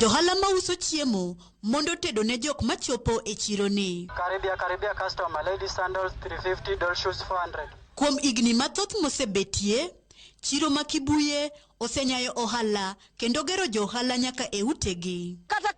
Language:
Luo (Kenya and Tanzania)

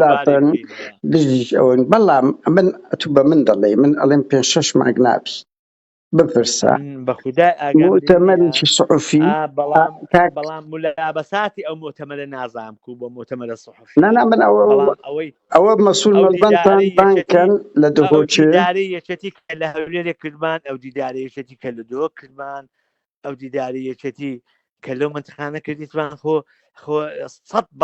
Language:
Central Kurdish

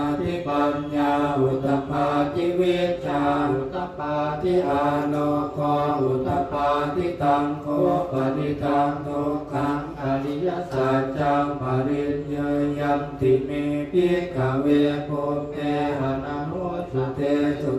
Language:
Pali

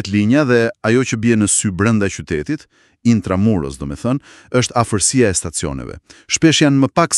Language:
Albanian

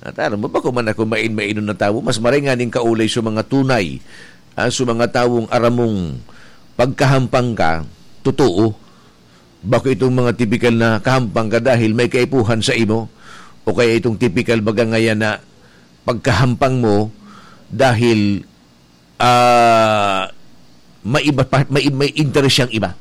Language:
Bikol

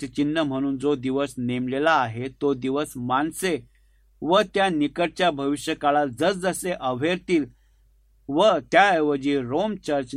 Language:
Marathi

